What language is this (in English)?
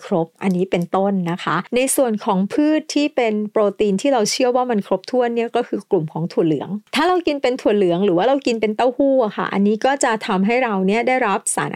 Thai